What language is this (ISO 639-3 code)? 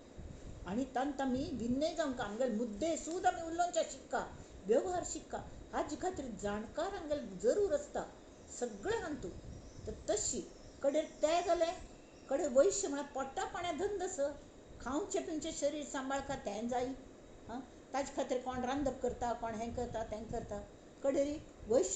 kok